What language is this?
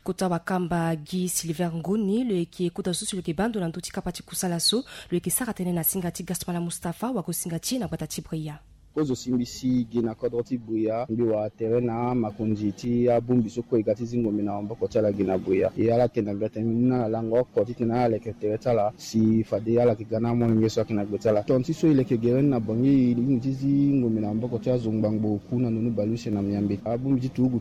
Sango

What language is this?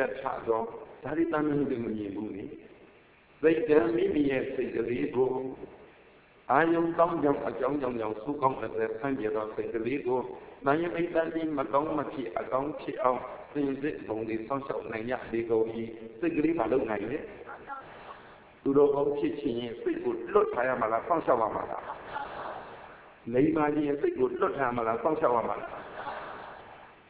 Burmese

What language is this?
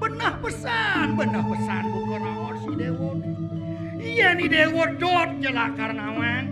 Balinese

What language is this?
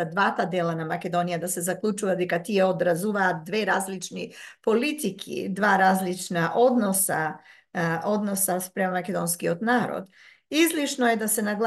Macedonian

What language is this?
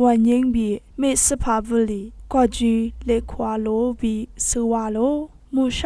Lisu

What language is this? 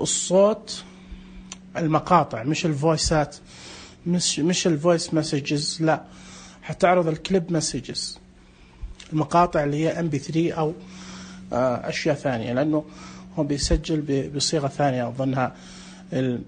Najdi Arabic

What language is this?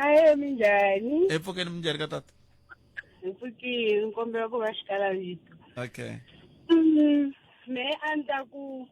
Tsonga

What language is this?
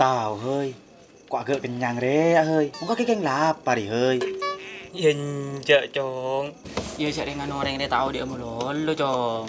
Madurese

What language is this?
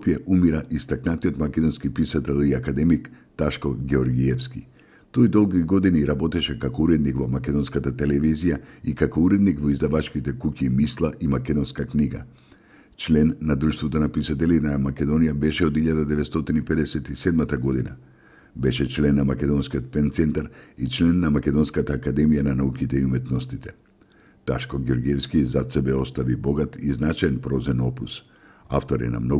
Macedonian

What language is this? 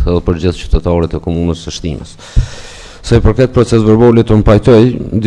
Albanian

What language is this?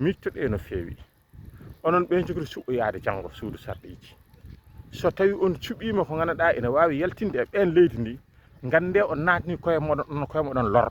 Fula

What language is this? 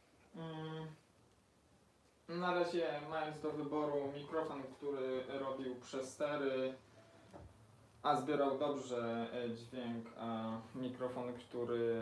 Polish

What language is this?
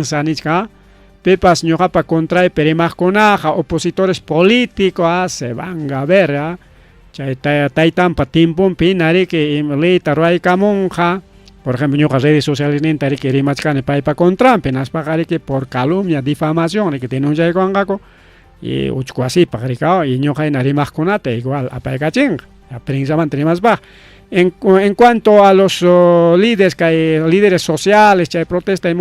Ayacucho Quechua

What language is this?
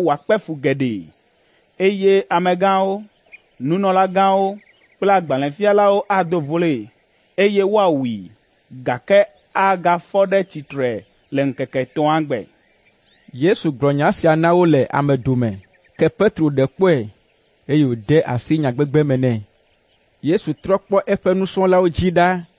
Ewe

